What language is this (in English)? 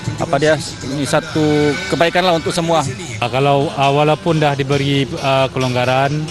Malay